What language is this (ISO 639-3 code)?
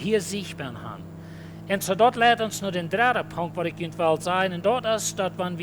pdt